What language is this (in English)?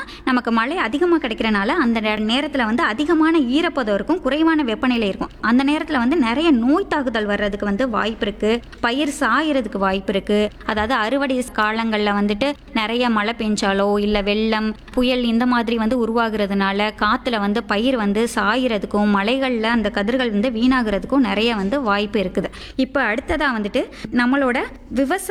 Tamil